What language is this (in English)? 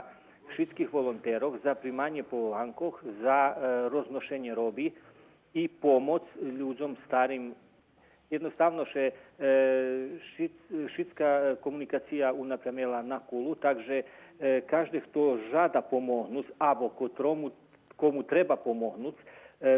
Rusyn